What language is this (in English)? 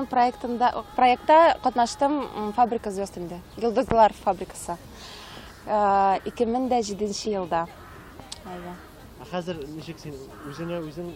Tatar